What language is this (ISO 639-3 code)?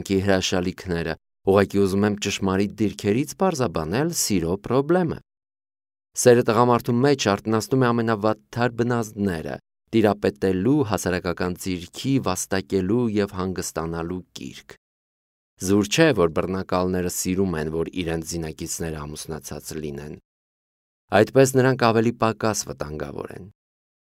hye